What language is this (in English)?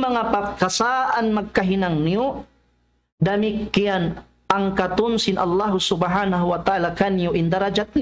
Tausug